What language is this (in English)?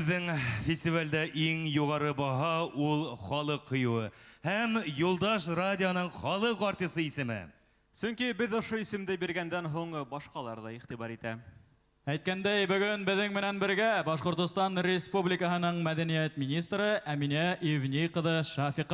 Bashkir